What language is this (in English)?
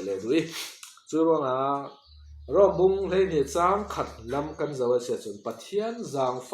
Falam Chin